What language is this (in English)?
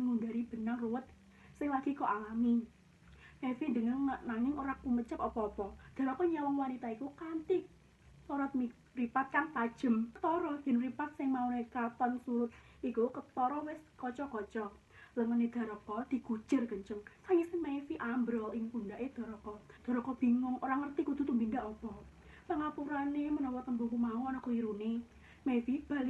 Javanese